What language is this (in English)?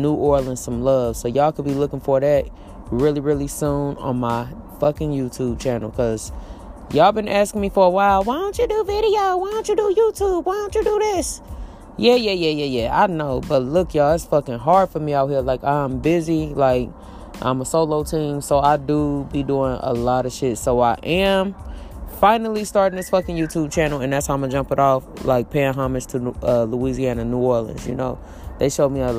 English